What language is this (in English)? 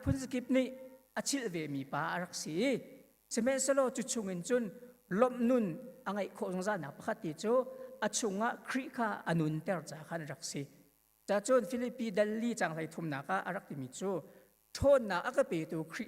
Hakha Chin